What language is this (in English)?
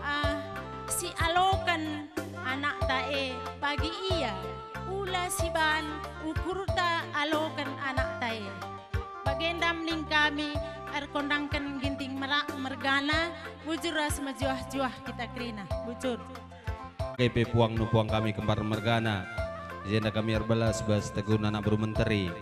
Batak Karo